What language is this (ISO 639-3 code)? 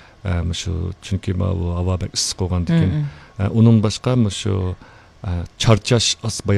uig